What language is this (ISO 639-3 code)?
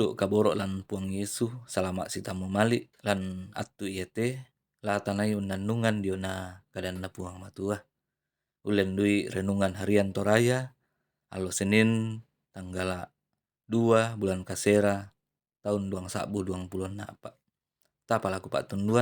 sda